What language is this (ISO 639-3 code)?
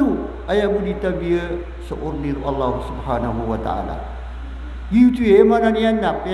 mrw